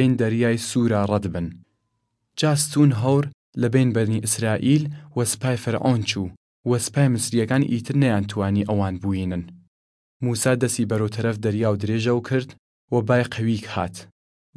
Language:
Southern Kurdish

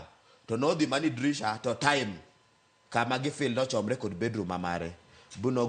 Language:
Luo (Kenya and Tanzania)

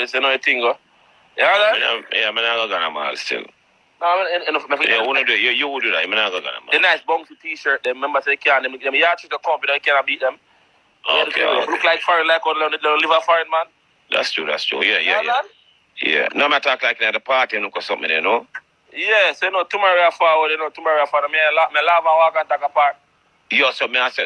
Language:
Jamaican Creole English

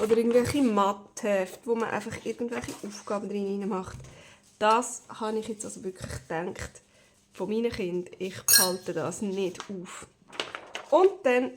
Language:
Swiss German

